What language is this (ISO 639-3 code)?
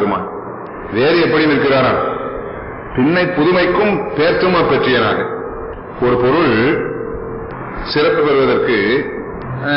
tam